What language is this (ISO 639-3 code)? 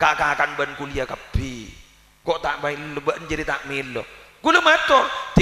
mad